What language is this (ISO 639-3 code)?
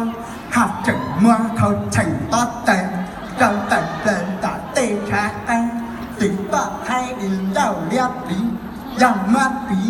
hmn